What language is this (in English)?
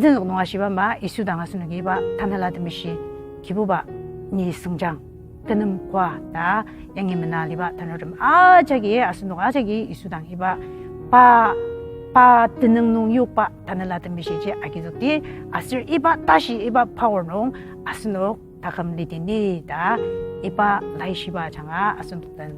Ao Naga